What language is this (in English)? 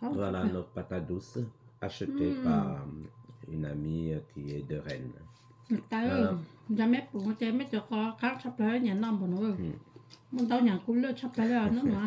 Hmong